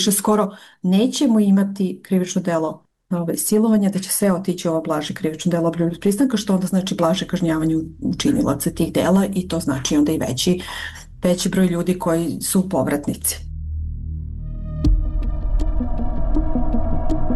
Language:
Serbian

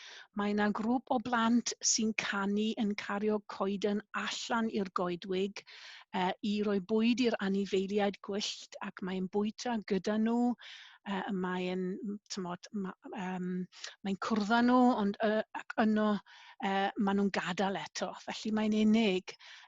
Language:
Welsh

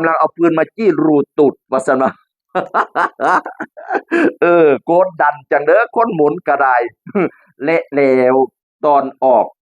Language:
Northeastern Thai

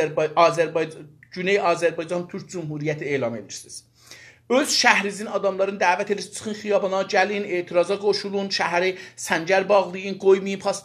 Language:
South Azerbaijani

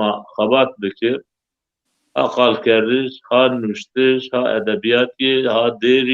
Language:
Zaza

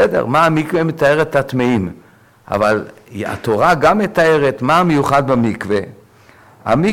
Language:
Hebrew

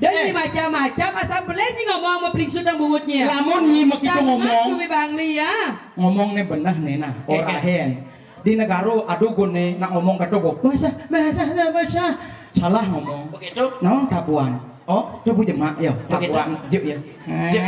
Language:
Balinese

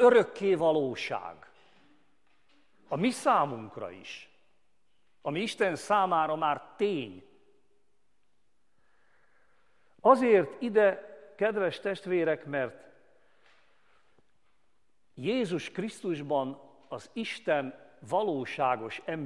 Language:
Hungarian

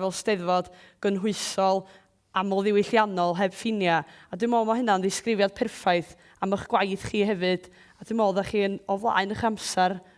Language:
Welsh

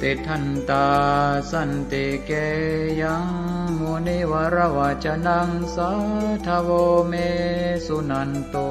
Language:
Pali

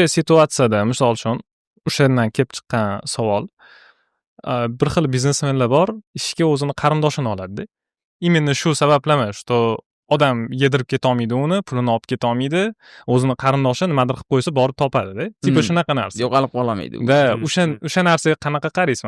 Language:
Uzbek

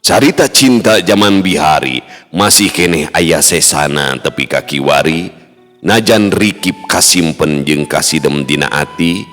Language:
Sundanese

